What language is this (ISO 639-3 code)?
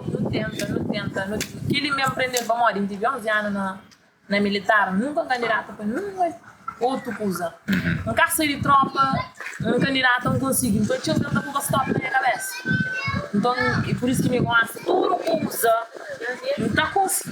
kea